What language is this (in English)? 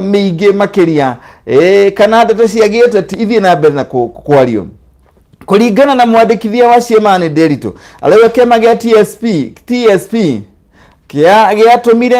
Kikuyu